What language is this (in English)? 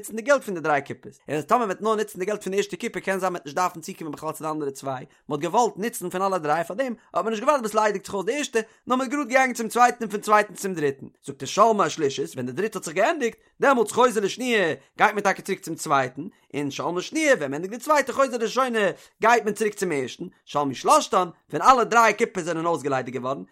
Yiddish